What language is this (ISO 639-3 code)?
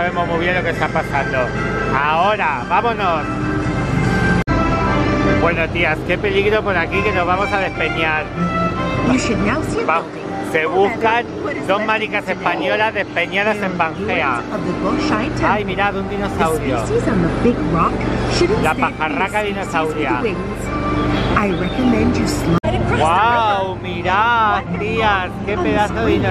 spa